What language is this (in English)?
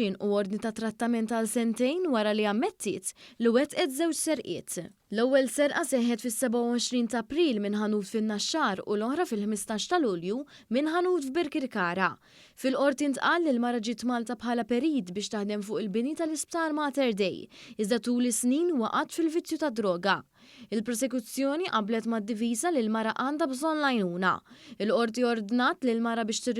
Maltese